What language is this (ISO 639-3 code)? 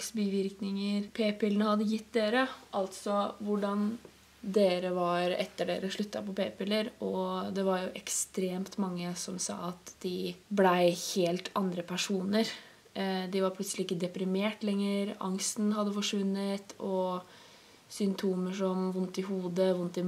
nor